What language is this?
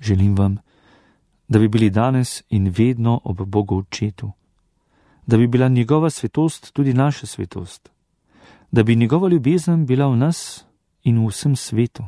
Slovenian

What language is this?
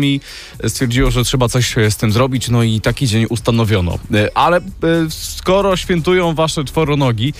Polish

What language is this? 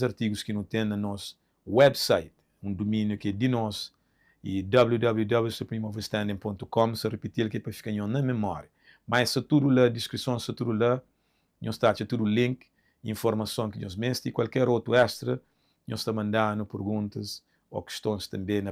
Kabuverdianu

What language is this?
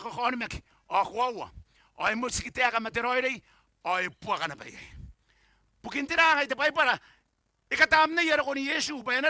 Gilbertese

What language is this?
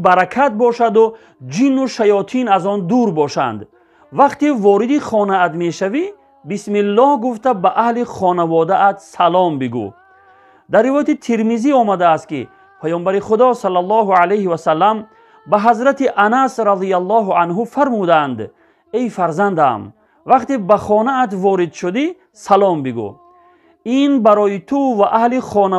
Tajik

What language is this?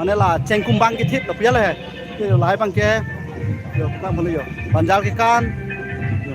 Karbi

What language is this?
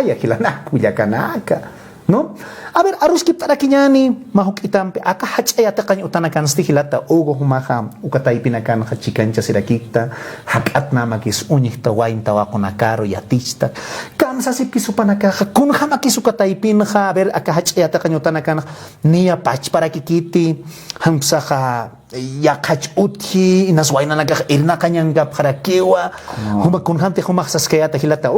Aymara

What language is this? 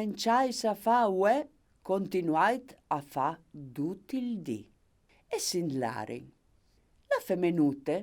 Friulian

